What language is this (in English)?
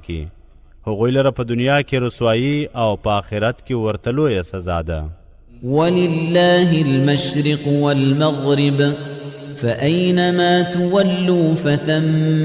Pashto